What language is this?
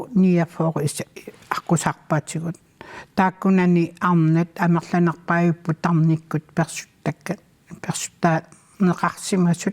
Kalaallisut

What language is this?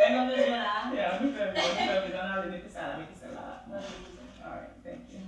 Haitian Creole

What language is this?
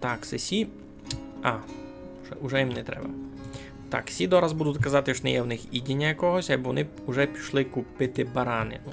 Rusyn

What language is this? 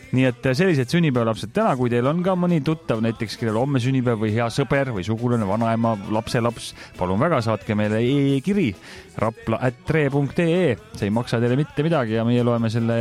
Estonian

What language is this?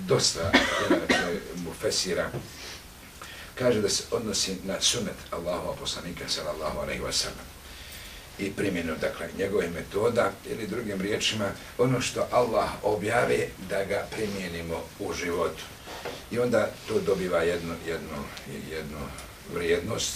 Bosnian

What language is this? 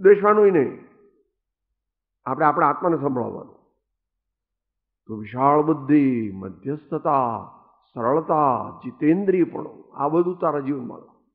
Gujarati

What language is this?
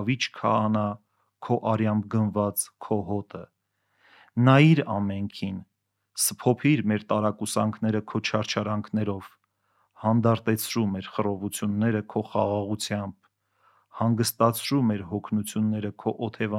Armenian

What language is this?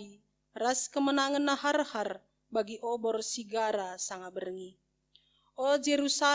Batak Karo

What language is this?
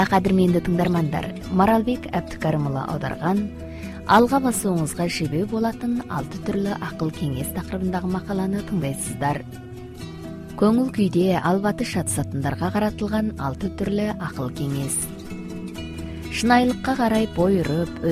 Kazakh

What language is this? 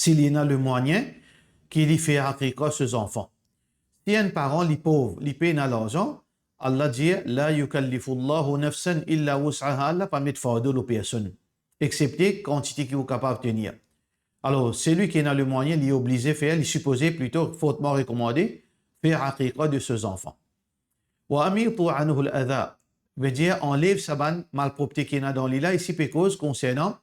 Morisyen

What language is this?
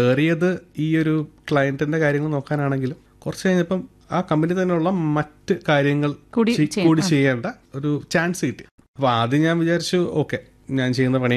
Malayalam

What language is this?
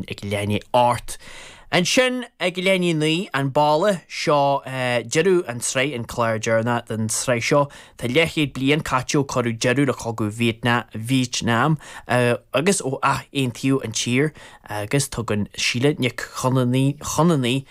Irish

